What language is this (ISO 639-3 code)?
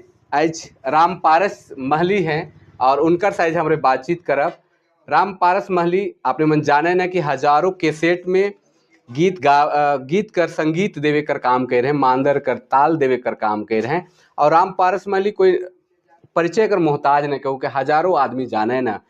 sck